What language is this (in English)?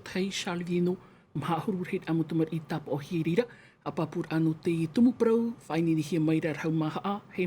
Tahitian